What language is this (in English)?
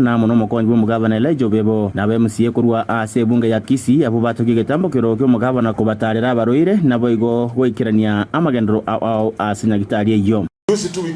Gusii